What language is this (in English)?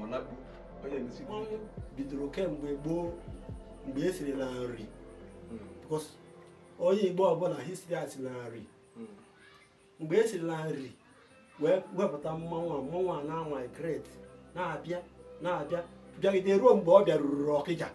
Igbo